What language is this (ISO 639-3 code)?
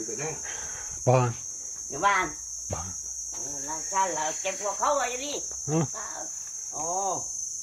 fin